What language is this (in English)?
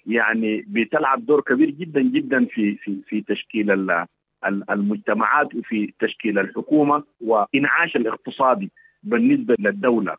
Sudanese Arabic